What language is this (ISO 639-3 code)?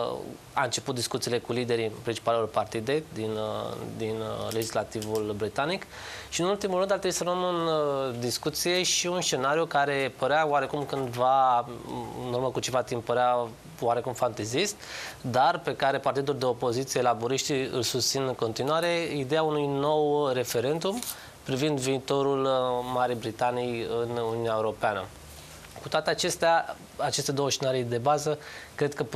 ron